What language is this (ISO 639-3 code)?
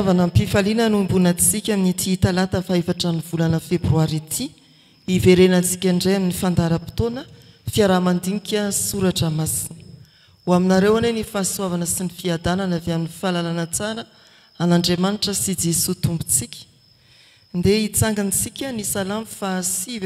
mlg